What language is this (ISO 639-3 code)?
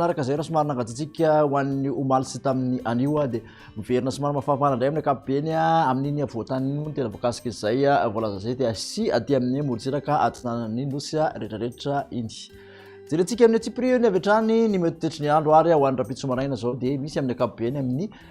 mlg